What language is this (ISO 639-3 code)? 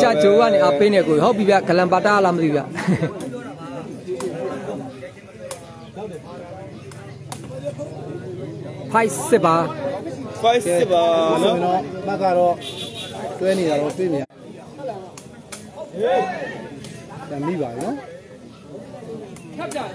mya